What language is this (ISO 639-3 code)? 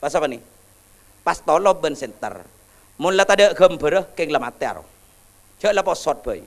mad